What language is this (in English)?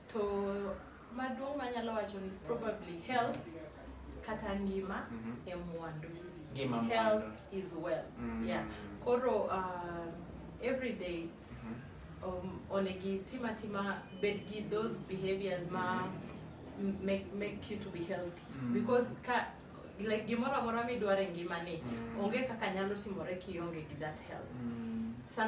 Luo (Kenya and Tanzania)